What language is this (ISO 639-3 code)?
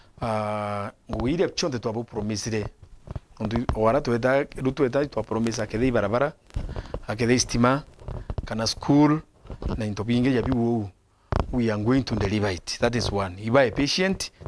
mer